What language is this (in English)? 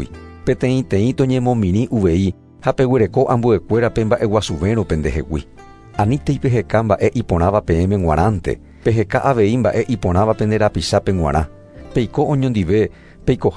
Guarani